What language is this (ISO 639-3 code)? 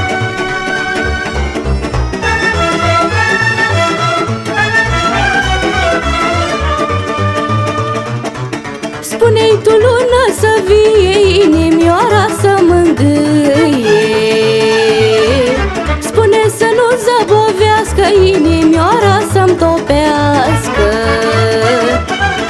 ron